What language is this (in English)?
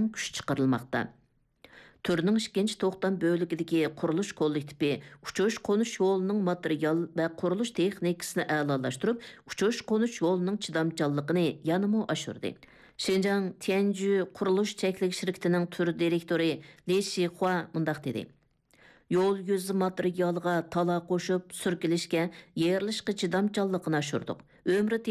Uyghur